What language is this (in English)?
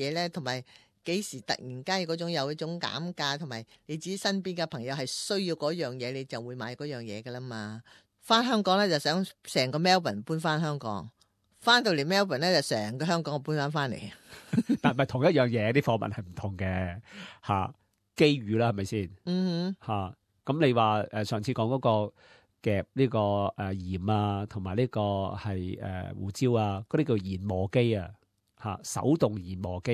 Cantonese